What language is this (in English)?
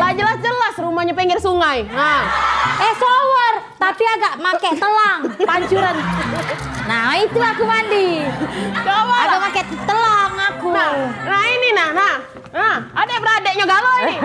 Musi